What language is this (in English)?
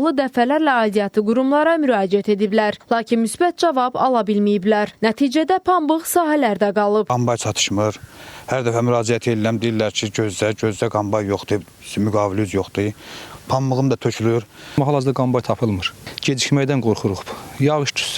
Azerbaijani